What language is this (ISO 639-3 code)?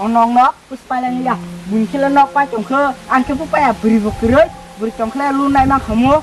trp